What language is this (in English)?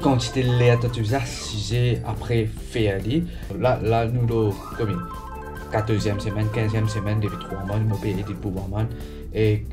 Morisyen